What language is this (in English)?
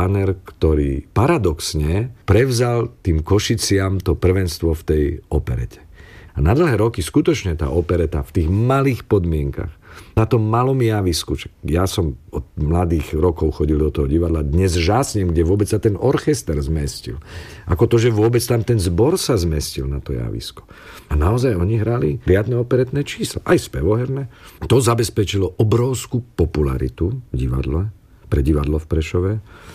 Slovak